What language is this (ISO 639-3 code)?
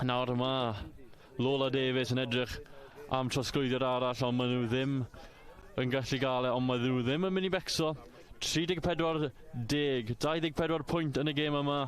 cym